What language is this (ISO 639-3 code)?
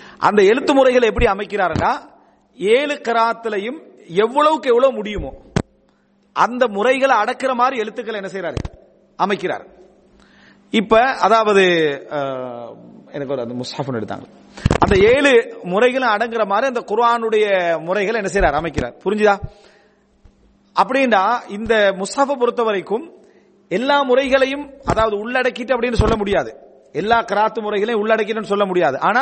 tam